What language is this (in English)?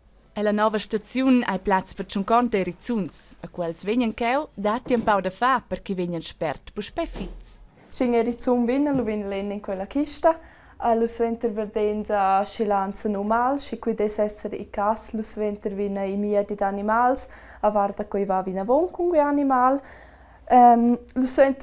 Romansh